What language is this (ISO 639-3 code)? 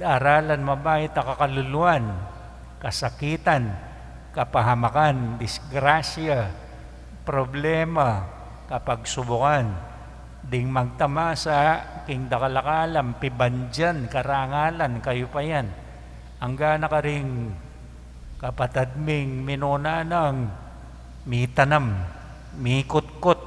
pam